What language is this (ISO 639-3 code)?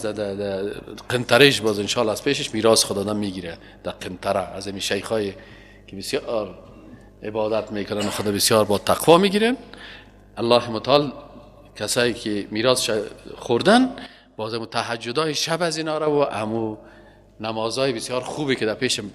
fas